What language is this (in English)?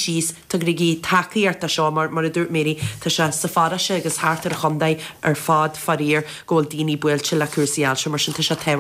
Irish